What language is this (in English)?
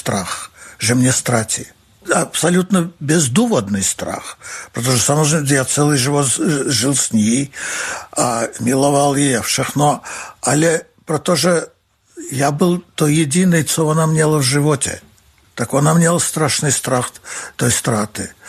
Czech